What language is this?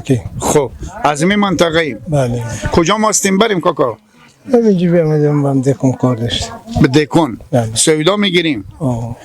Persian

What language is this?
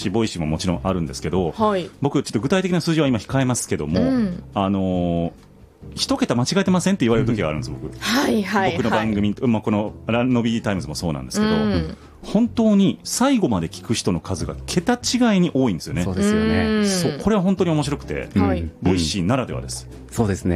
Japanese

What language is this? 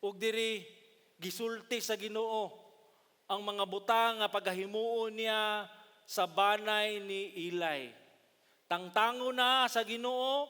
Cebuano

